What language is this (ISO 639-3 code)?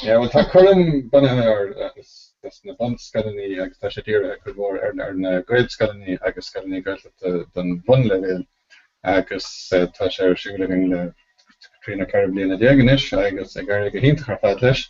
gle